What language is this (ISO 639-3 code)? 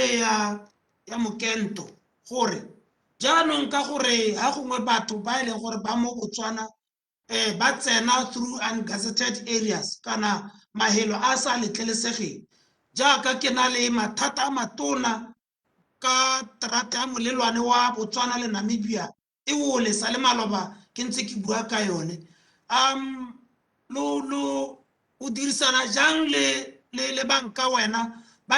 tsn